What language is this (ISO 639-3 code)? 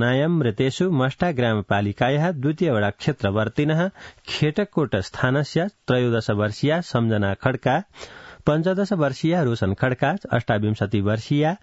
san